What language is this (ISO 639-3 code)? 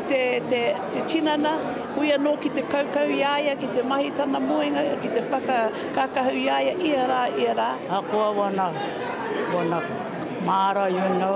mri